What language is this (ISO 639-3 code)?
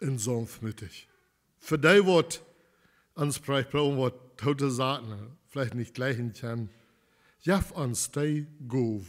pdt